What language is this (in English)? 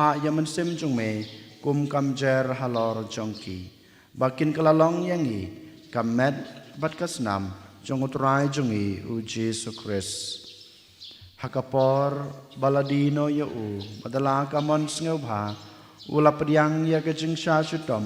Khasi